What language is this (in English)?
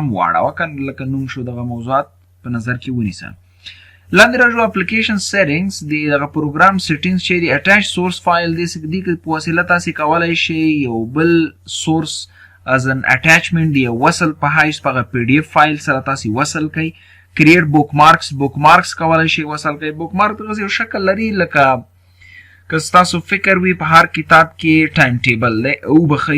Pashto